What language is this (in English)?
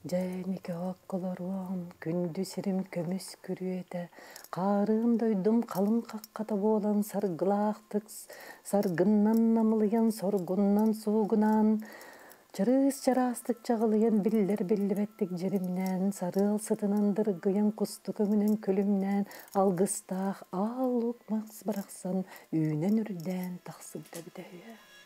Yakut